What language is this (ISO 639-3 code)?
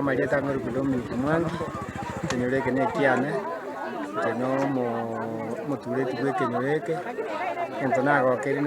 guz